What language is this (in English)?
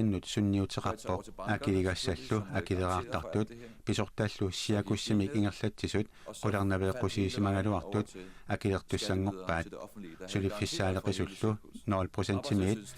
Kalaallisut